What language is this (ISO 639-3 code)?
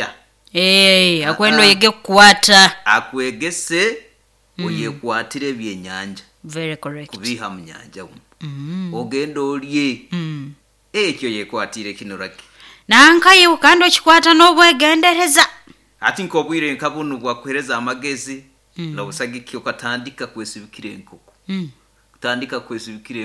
nyo